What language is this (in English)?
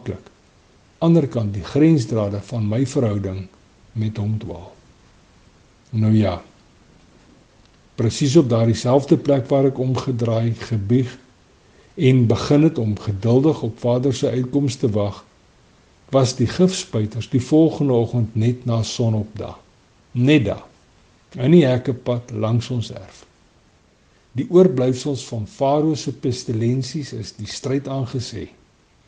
Afrikaans